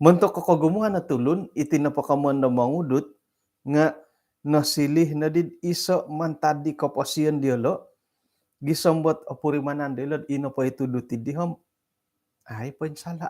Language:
Central Dusun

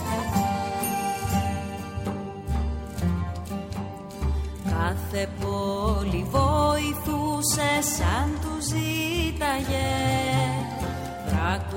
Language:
Greek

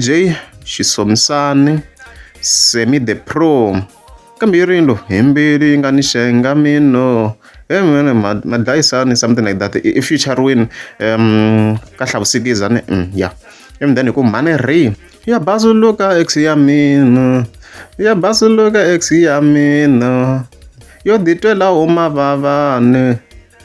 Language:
Tsonga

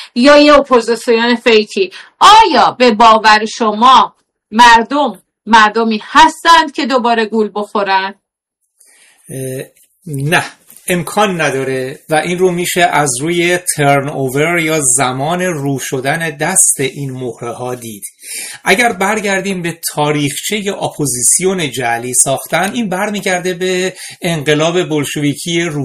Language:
Persian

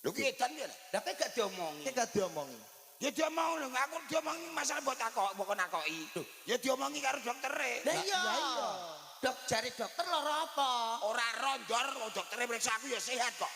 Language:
Javanese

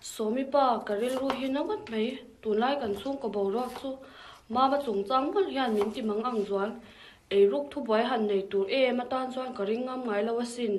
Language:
Mizo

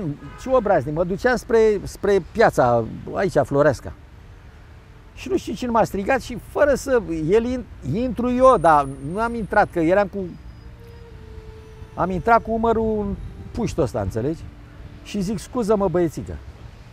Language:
Romanian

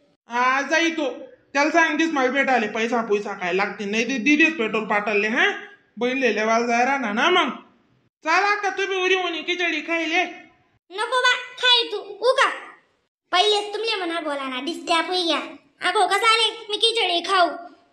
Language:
Khandesi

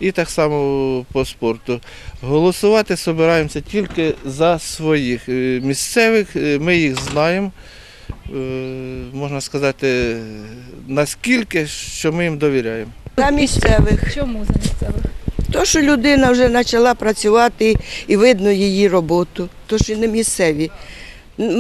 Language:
Ukrainian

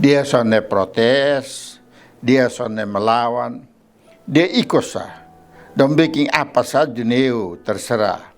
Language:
Kupang Malay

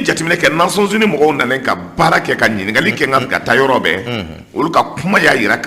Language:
Bambara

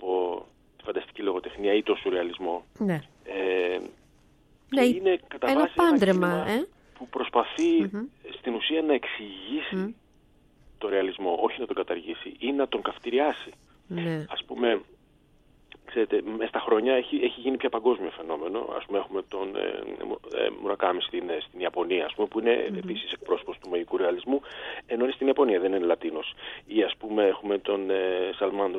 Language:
Greek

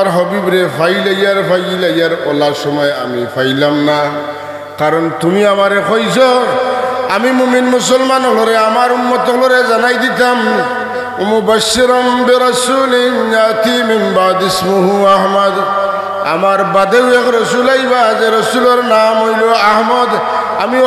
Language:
Sylheti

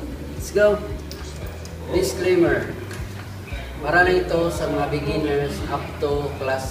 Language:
Filipino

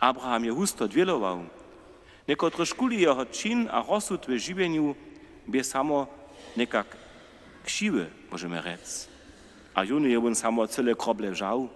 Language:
Upper Sorbian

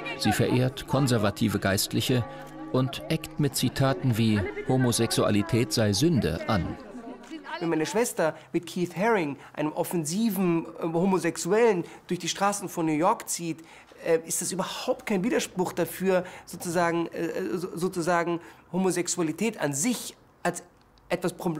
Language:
German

